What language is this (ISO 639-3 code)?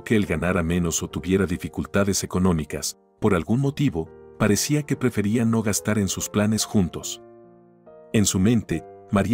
spa